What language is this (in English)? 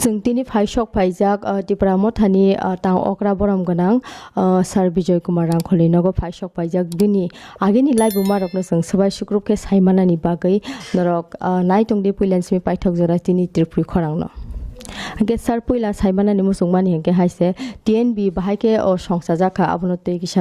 Kok Borok